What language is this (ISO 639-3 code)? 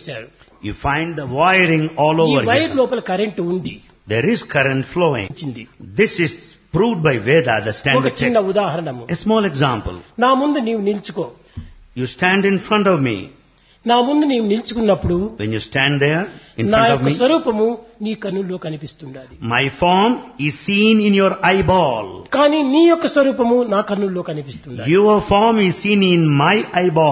tel